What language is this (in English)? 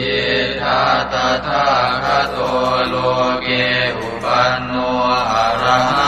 Pali